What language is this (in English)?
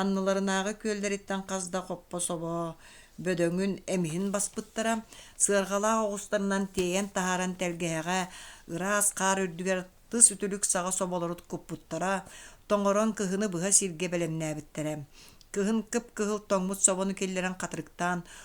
Yakut